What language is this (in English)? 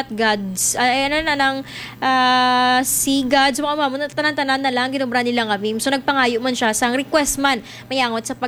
Hiligaynon